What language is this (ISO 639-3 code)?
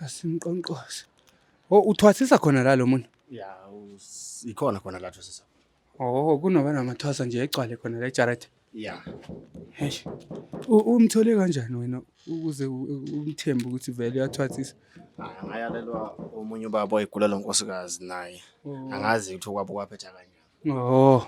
zul